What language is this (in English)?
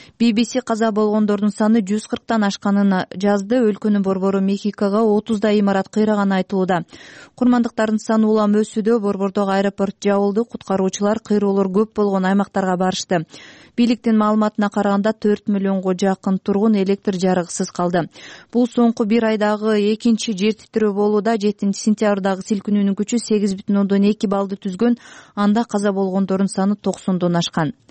Kyrgyz